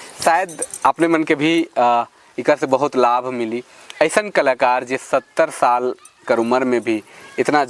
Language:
Sadri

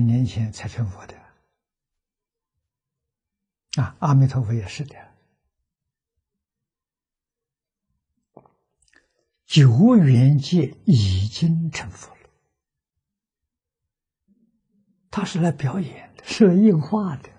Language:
Chinese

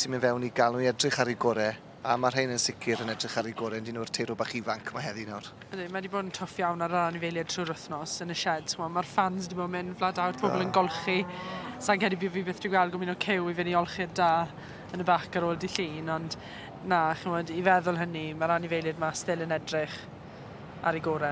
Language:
Welsh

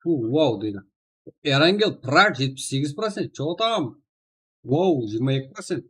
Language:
Kara-Kalpak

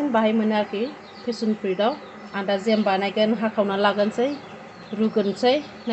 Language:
Bodo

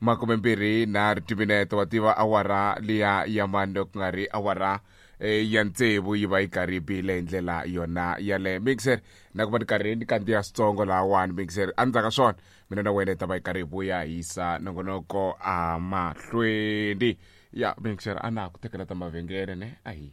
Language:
Tsonga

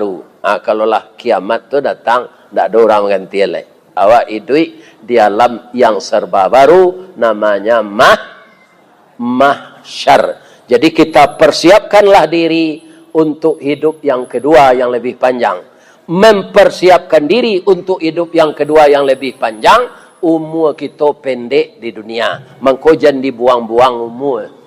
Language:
Minangkabau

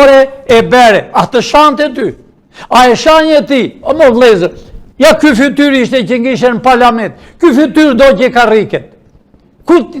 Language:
Albanian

